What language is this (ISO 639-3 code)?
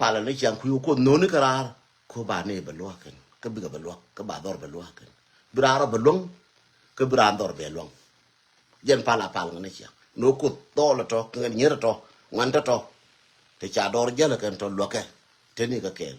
nus